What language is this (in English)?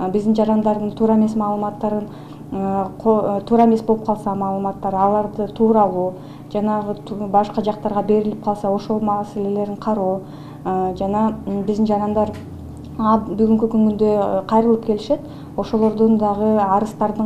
Kyrgyz